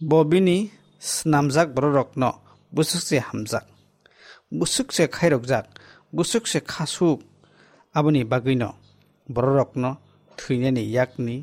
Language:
Kok Borok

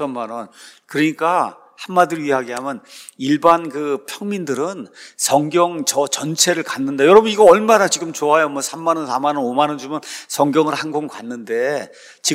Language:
Korean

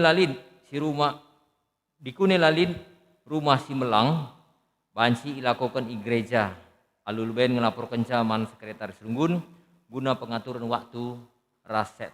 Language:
Batak Karo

